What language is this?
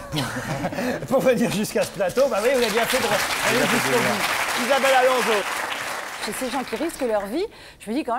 French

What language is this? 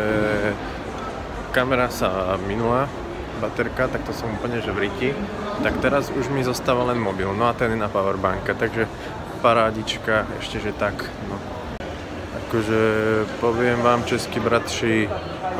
Slovak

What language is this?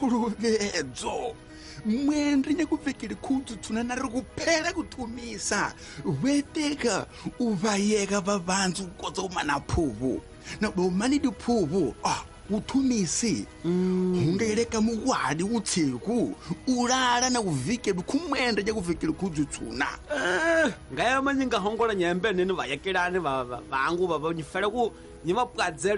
Tsonga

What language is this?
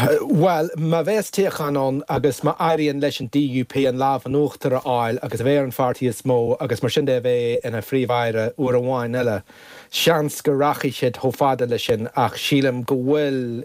Irish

